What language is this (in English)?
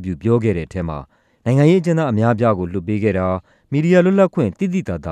Burmese